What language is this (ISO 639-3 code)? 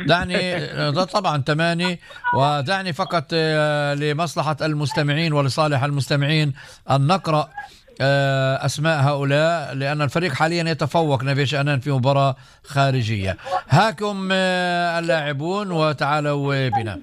apc